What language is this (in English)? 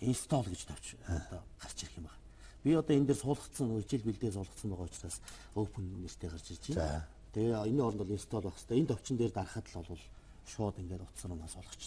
Mongolian